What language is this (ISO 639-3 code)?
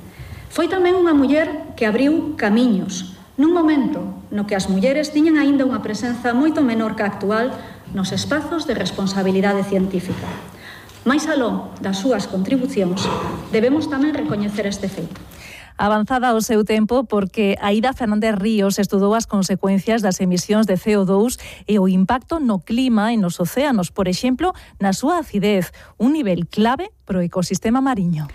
glg